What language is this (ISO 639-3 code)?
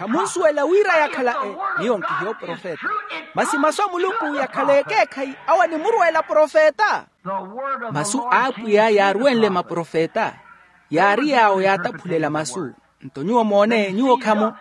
vmw